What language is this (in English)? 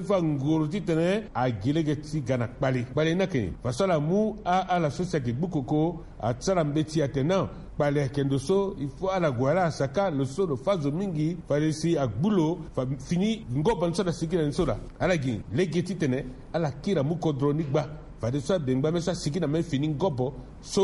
Sango